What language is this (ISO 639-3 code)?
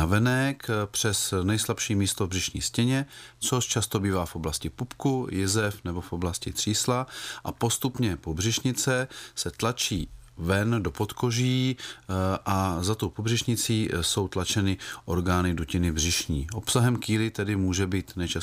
ces